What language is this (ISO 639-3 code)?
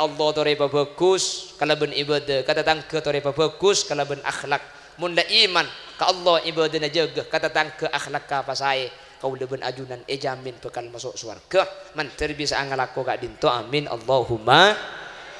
mad